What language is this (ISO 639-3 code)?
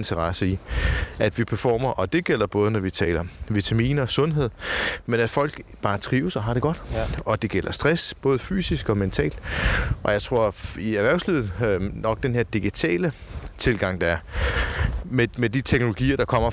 dan